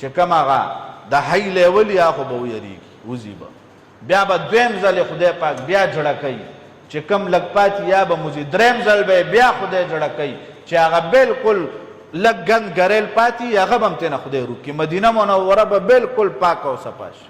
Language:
Pashto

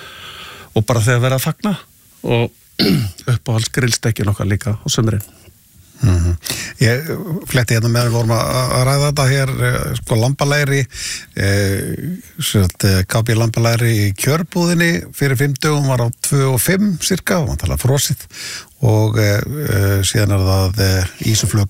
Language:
Icelandic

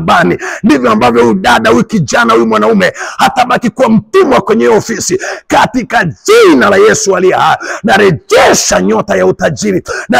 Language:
Swahili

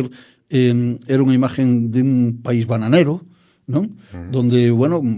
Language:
Galician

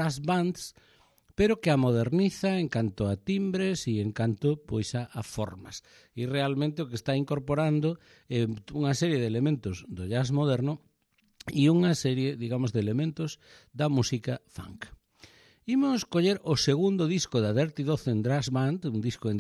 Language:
Galician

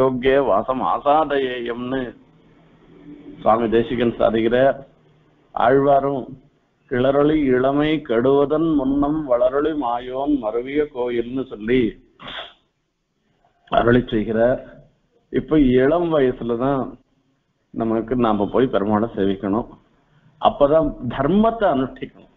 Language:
Tamil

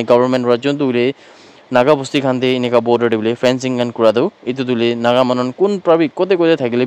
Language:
Naga Pidgin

